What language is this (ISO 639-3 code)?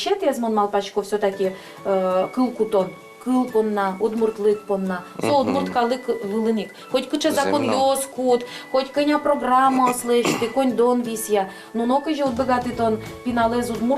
udm